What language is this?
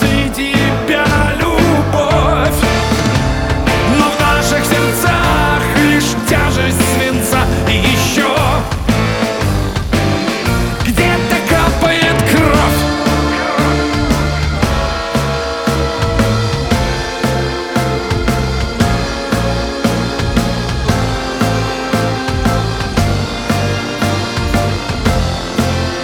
Russian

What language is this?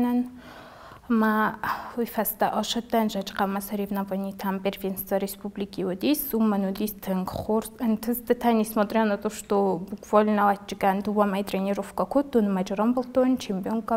Ossetic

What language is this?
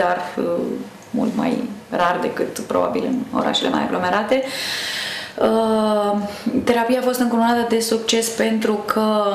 Romanian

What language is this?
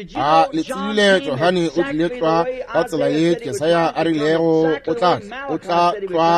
Northern Sotho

